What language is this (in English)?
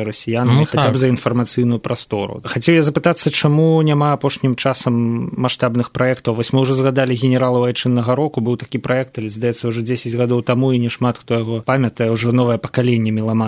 Belarusian